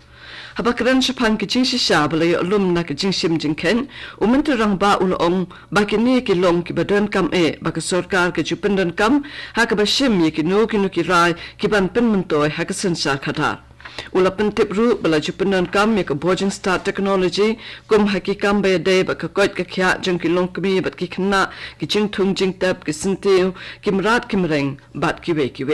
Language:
Khasi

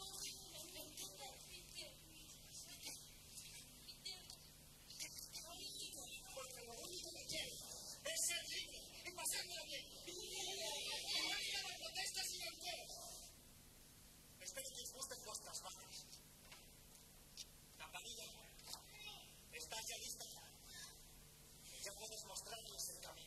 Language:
Spanish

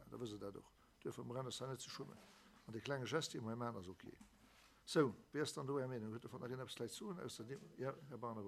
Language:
Luxembourgish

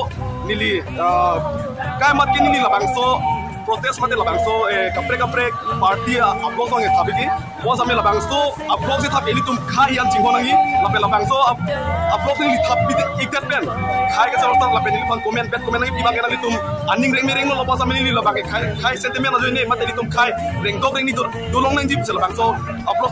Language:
Karbi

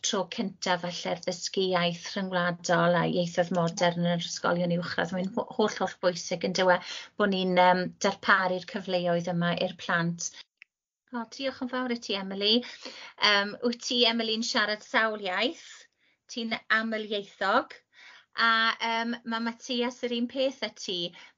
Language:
Welsh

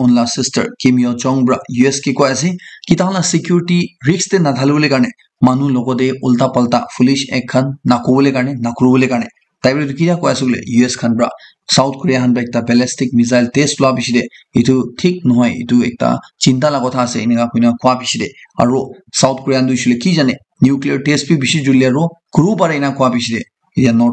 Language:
Naga Pidgin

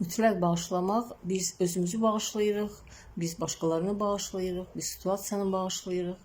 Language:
Azerbaijani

